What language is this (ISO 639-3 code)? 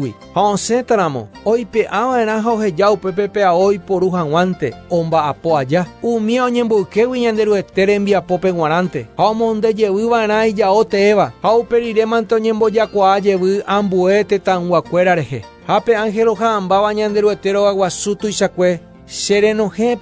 grn